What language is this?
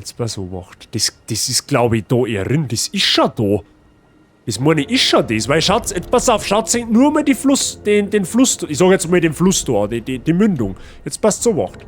Bavarian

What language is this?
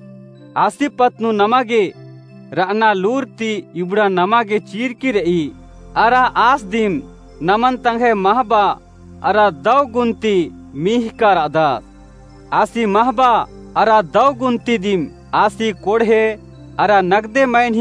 Kurukh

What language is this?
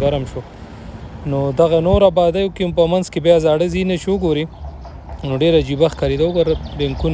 Pashto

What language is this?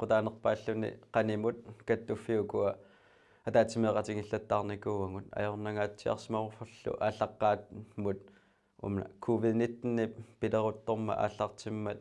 Kalaallisut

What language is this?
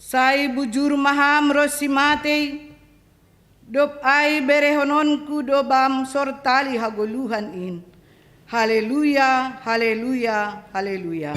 Batak Simalungun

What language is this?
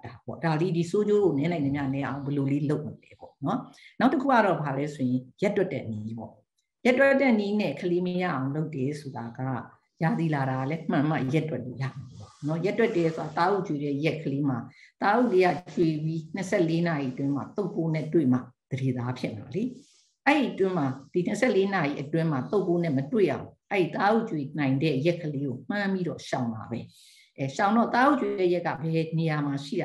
Burmese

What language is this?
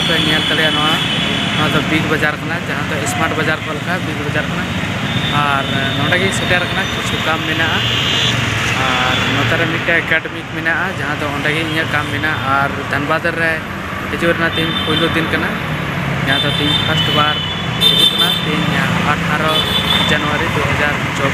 Santali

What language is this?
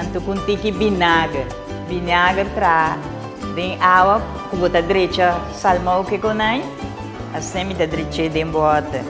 Papiamento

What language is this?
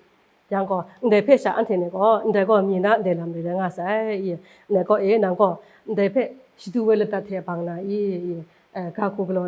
Kachin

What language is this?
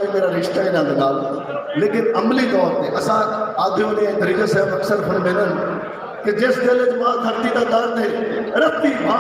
Saraiki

